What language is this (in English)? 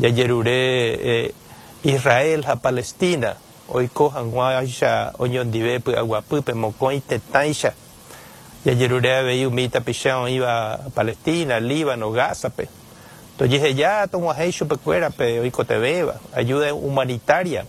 Guarani